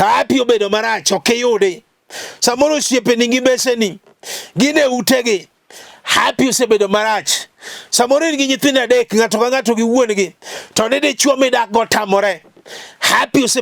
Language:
Luo (Kenya and Tanzania)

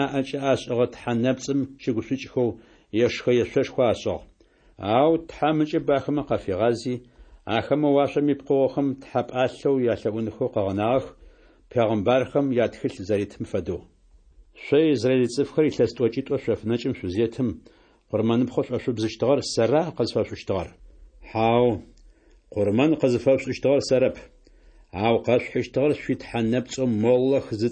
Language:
Adyghe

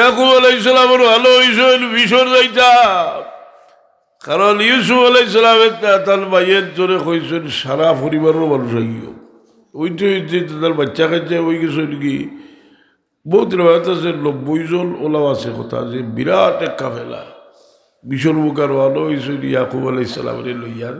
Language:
Sylheti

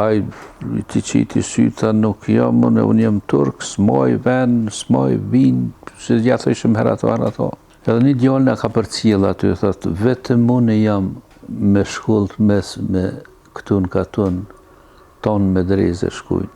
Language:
Albanian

